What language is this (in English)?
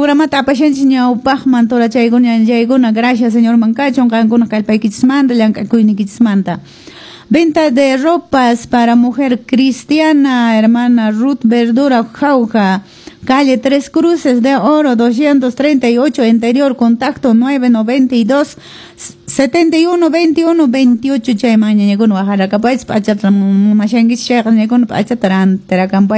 Quechua